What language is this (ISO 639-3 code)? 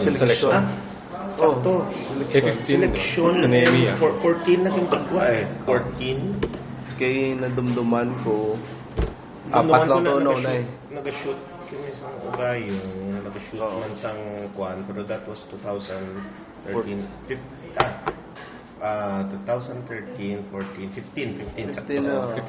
hil